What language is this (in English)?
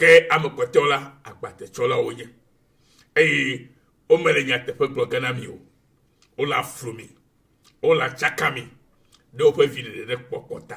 Ewe